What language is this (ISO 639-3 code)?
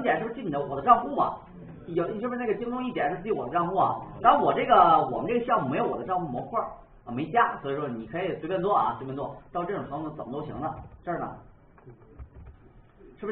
zho